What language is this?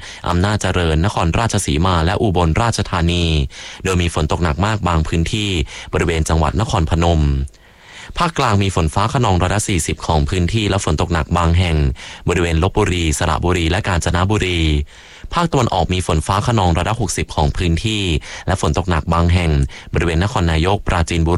Thai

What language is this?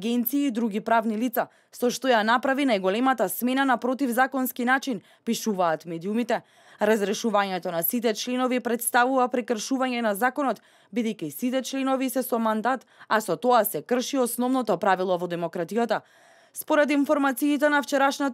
Macedonian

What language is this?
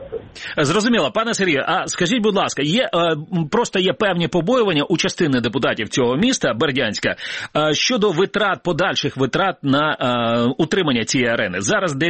Ukrainian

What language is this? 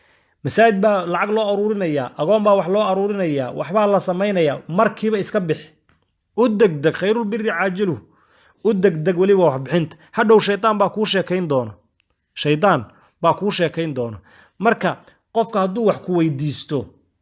Somali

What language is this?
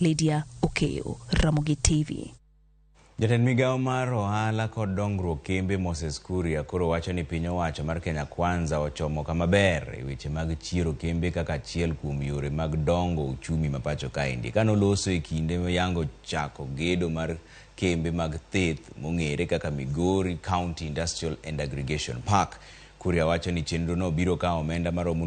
Luo (Kenya and Tanzania)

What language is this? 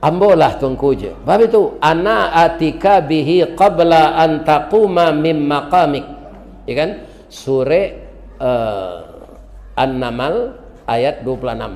Minangkabau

